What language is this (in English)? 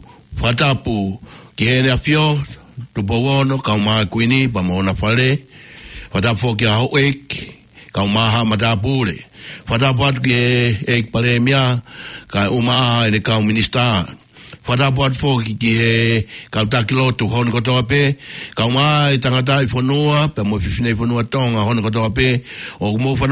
Tongan